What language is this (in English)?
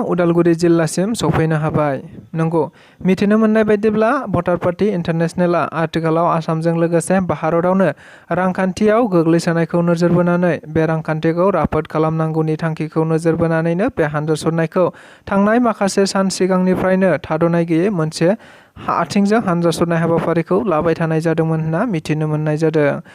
Bodo